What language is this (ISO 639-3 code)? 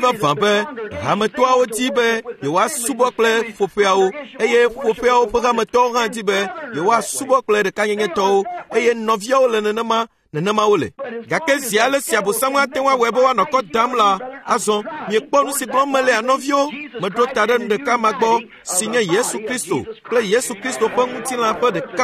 ewe